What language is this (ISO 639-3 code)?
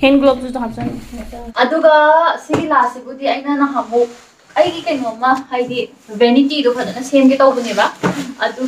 mni